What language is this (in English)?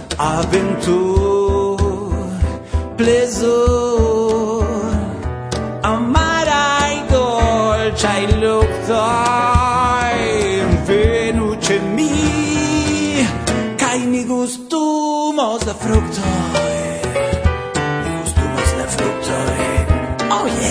Esperanto